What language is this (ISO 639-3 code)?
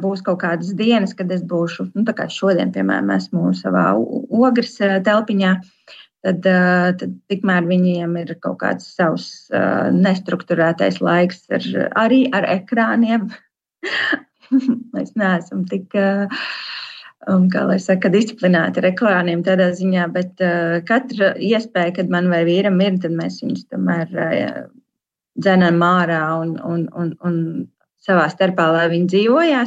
lav